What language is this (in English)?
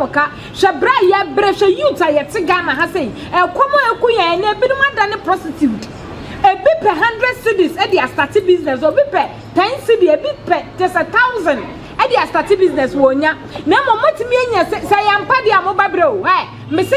Akan